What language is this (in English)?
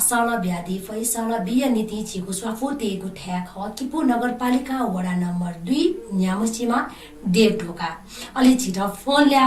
Newari